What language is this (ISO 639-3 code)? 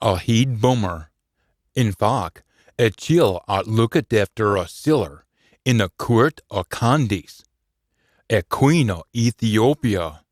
sco